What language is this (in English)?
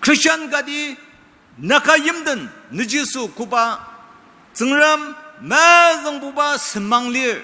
Ao Naga